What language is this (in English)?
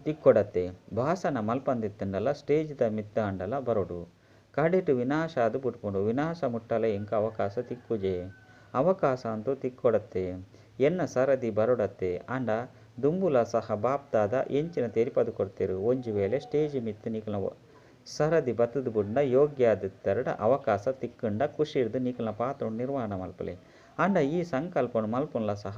Tulu